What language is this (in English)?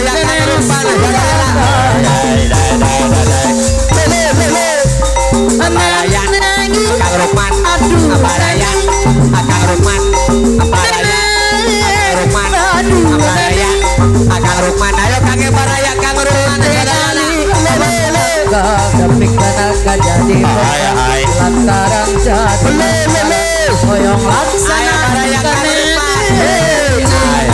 Indonesian